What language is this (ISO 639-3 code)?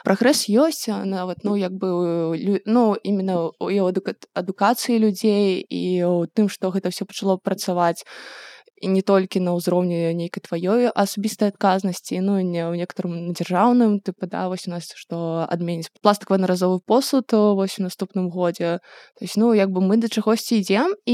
bel